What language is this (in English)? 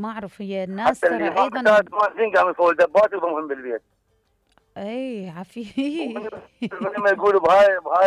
Mesopotamian Arabic